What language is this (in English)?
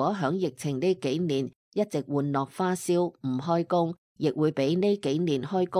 Cantonese